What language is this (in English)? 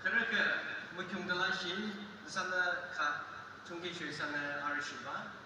Yimchungru Naga